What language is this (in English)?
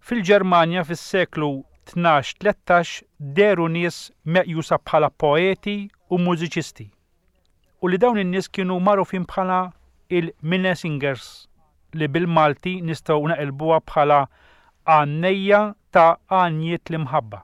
Maltese